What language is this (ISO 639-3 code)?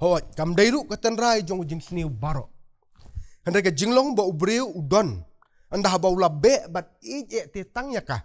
kha